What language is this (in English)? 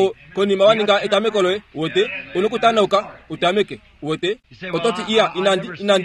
Kuanyama